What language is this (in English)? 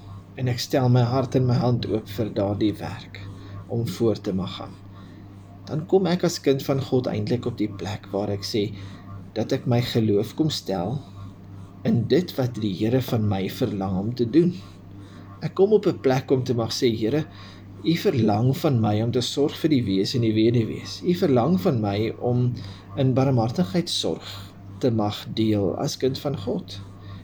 Afrikaans